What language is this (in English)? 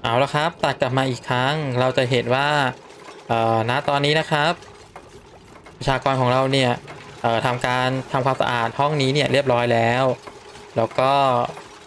Thai